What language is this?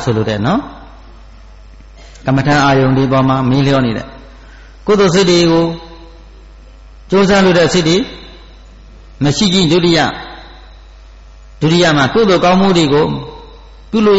Burmese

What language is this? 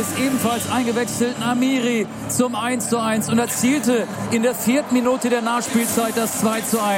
German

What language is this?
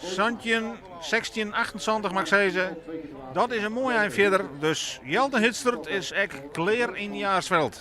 Western Frisian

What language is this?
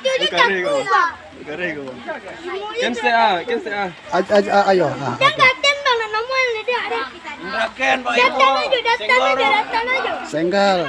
Minangkabau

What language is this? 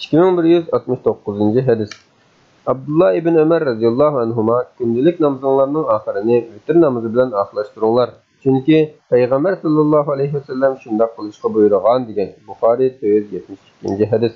Uyghur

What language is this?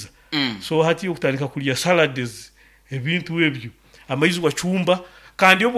Nyoro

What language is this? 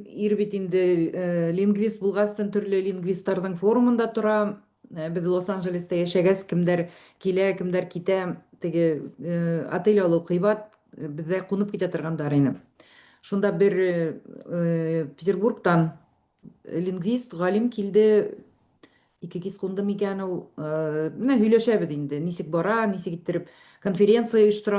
Bashkir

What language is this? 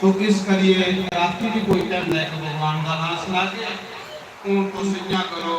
Dogri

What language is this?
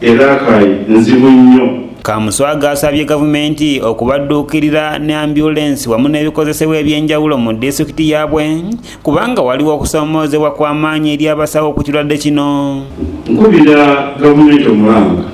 Ganda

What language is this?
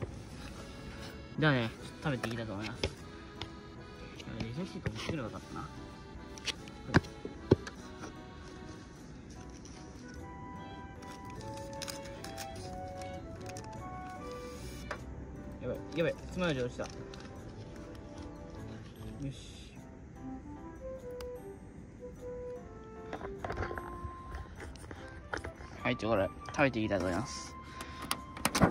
Japanese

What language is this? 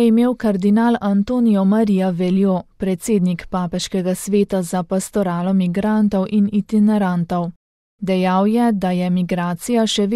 Slovenian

